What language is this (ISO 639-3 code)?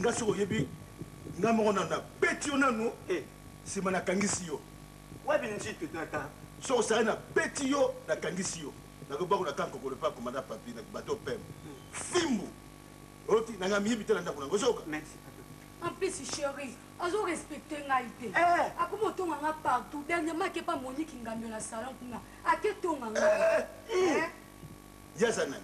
lin